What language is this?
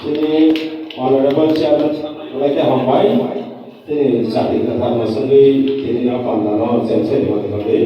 Kok Borok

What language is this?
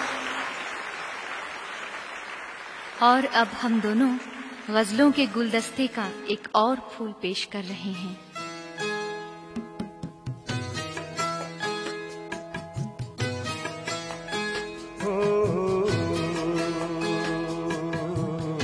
Hindi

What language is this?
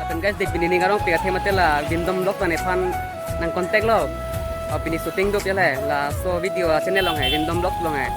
Karbi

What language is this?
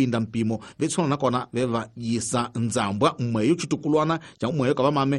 Tsonga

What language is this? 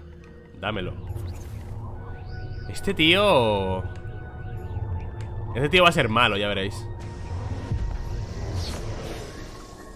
Spanish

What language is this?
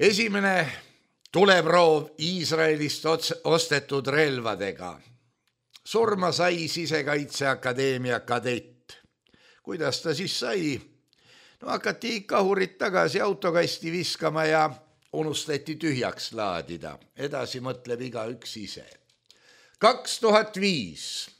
Estonian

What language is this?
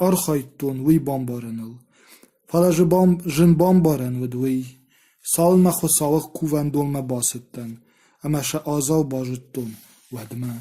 Ossetic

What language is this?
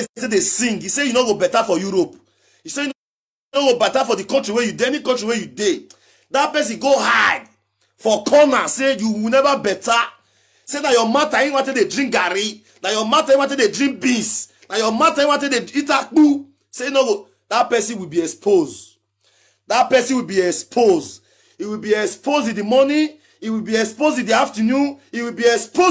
Nigerian Pidgin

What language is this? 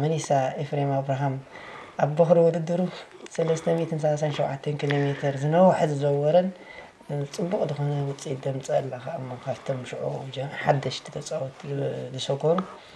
Tigrinya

